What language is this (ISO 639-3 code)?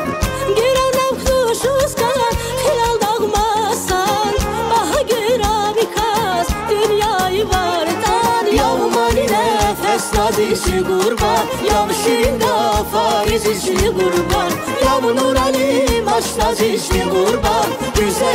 tab